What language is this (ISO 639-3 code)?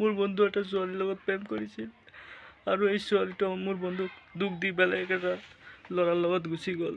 asm